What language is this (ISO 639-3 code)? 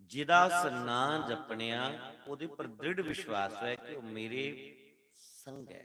doi